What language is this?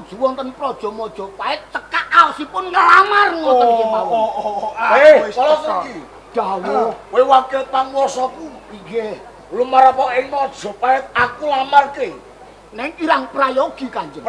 Javanese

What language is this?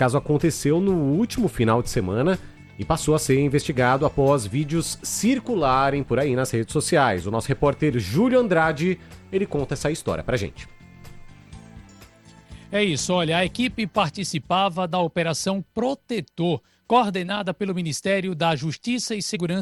Portuguese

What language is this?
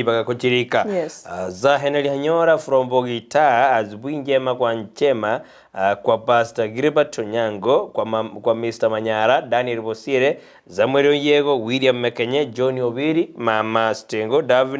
Gusii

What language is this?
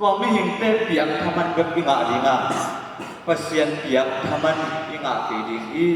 Tedim Chin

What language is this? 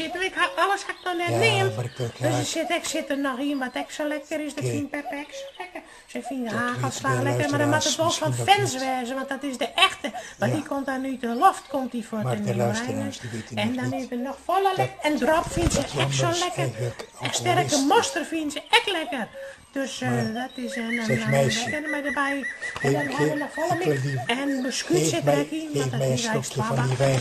Western Frisian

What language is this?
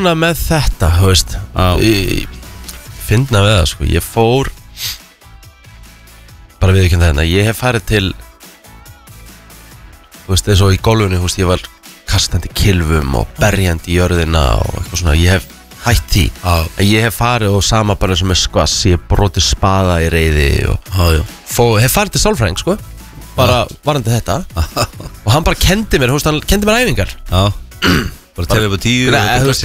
Icelandic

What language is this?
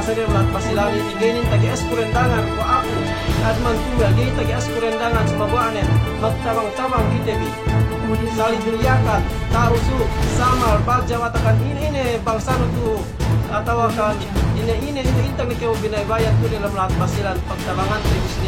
Yakan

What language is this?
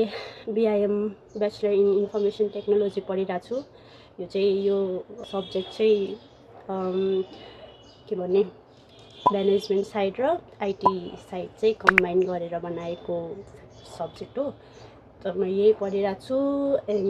Nepali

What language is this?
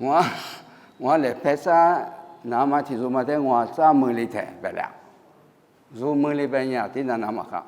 Lisu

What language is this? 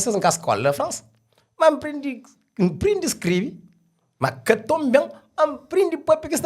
Kabuverdianu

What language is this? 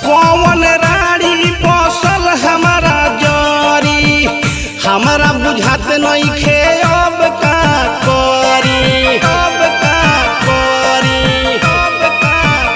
Bhojpuri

